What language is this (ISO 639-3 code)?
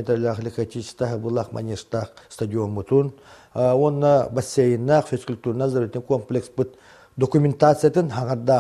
sah